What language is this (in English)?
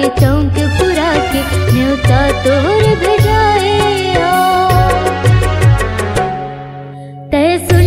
Chhattisgarhi